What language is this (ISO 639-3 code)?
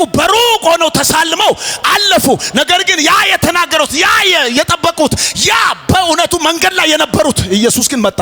amh